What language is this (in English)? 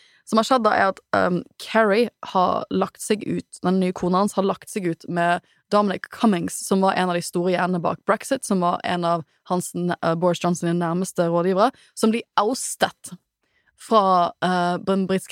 Norwegian